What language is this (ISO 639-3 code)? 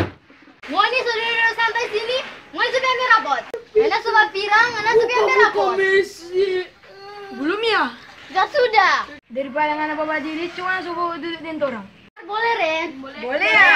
xmm